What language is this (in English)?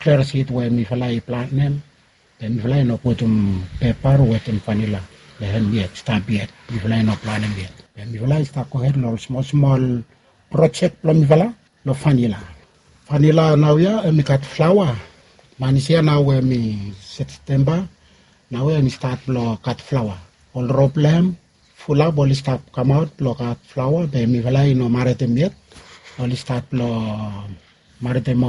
Bislama